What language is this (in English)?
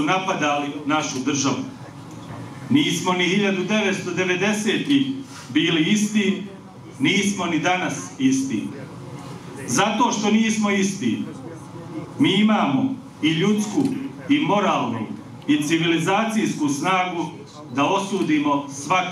Bosnian